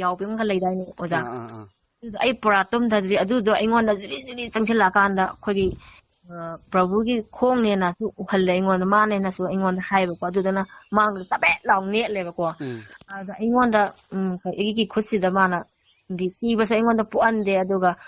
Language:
Manipuri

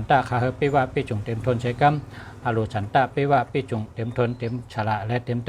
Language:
Shan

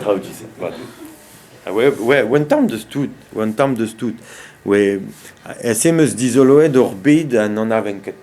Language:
Breton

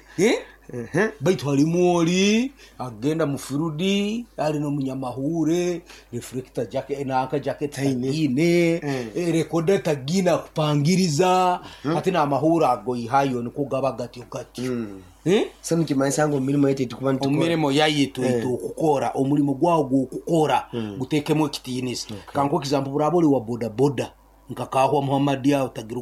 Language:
Nyoro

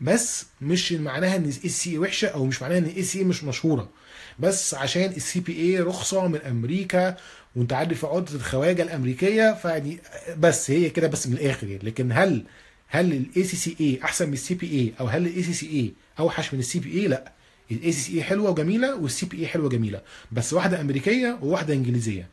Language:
Egyptian Arabic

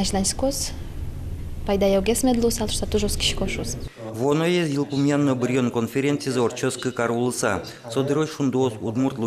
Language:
Udmurt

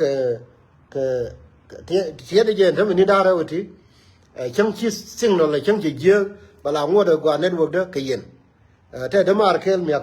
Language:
Nuer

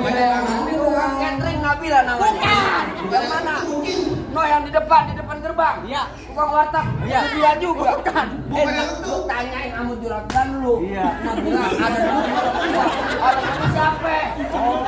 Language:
Betawi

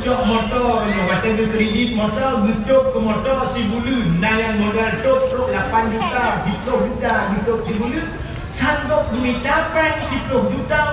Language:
Achinese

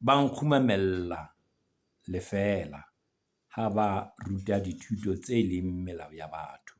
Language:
Southern Sotho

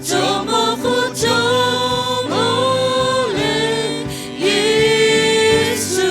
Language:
Lahu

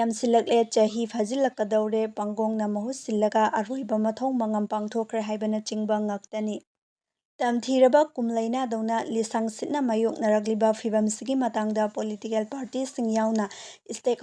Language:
Manipuri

